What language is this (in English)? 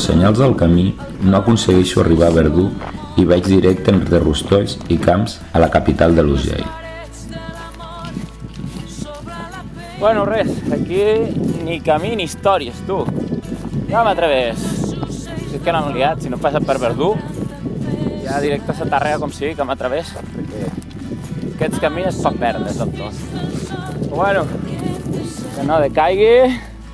Catalan